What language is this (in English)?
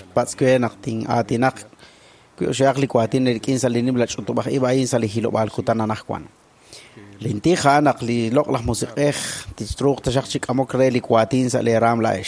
Kekchí